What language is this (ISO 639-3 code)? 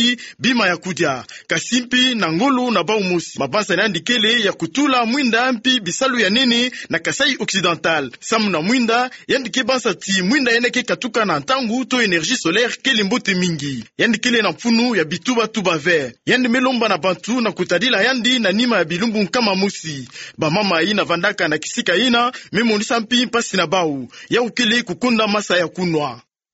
ktu